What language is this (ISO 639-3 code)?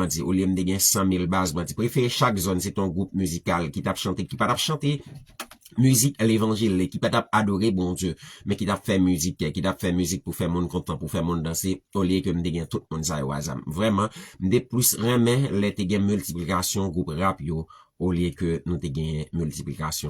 hat